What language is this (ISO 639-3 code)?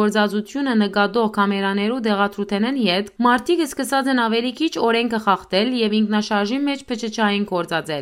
hyw